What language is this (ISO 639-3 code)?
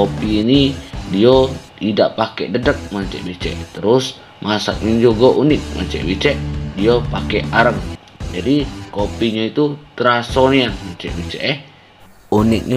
mui